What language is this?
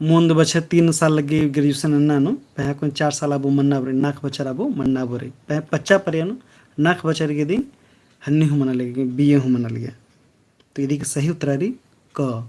Kurukh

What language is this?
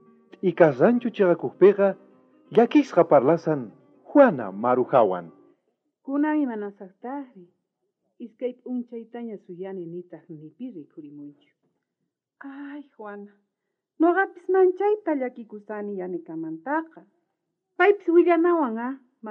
South Bolivian Quechua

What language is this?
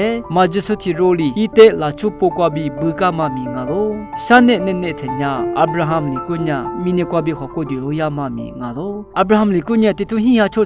Lisu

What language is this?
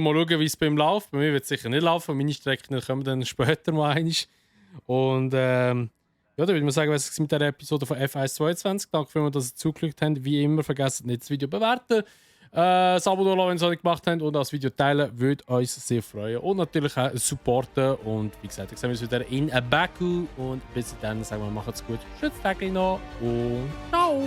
Swiss German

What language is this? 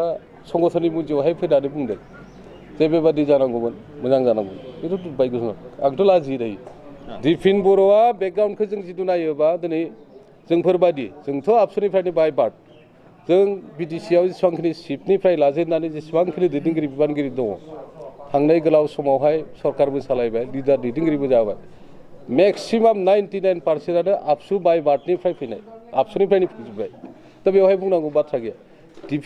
Bodo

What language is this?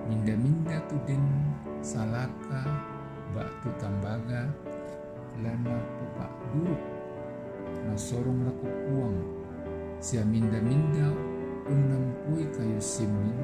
Toraja-Sa'dan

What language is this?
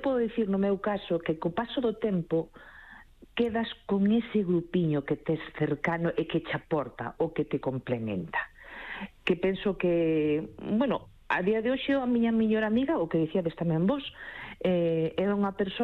Galician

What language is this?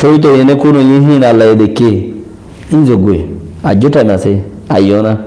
Rohingya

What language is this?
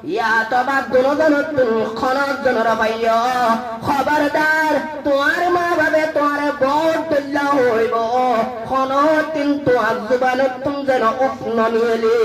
Rohingya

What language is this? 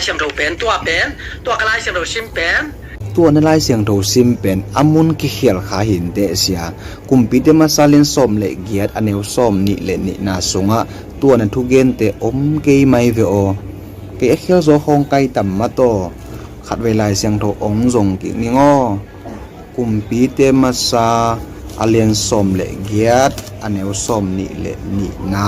Tedim Chin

